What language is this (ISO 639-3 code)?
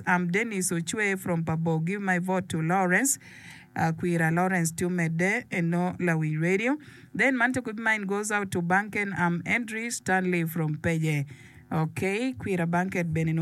ach